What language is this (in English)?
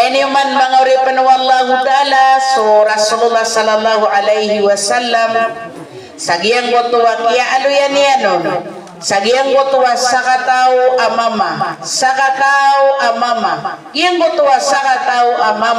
Maranao